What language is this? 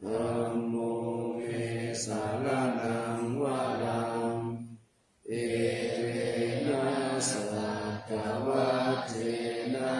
Pali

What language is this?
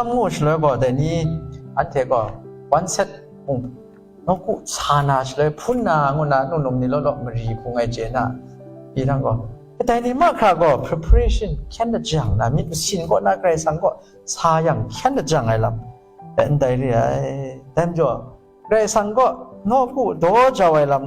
Kachin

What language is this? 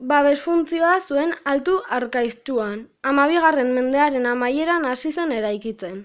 Basque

